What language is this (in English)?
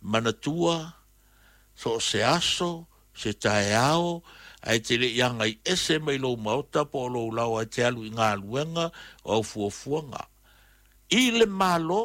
Samoan